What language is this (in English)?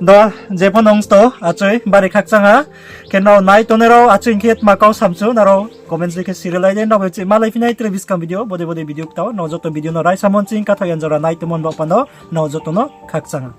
Riang (India)